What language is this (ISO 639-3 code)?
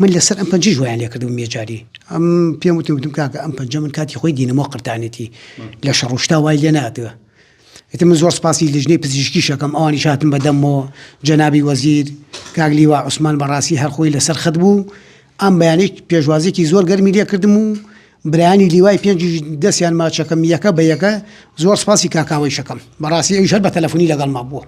ckb